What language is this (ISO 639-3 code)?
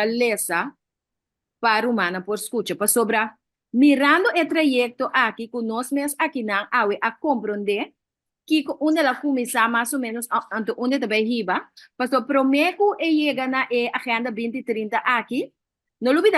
pap